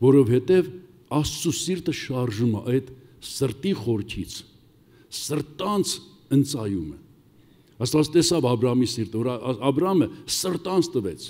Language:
Armenian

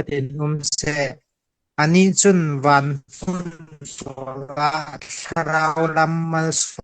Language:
Falam Chin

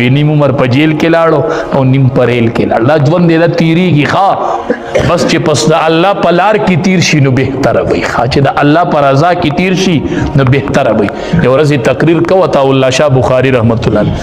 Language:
Pashto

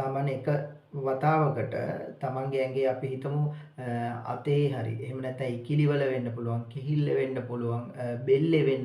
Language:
Sinhala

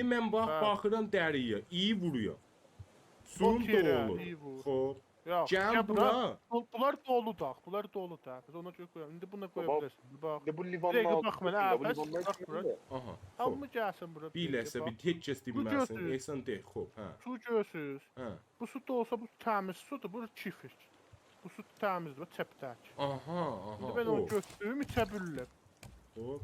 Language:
South Azerbaijani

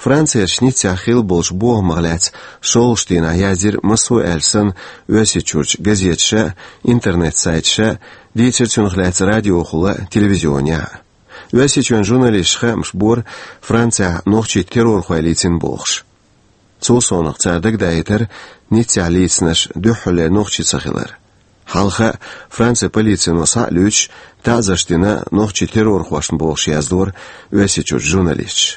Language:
Chechen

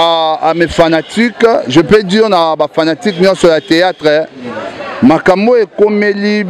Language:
Lingala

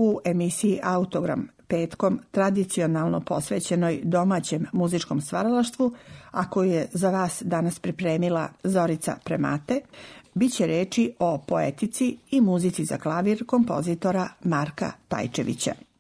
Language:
Serbian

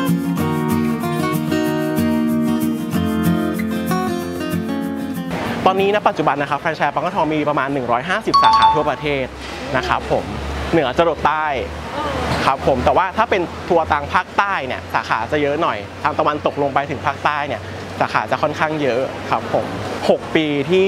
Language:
Thai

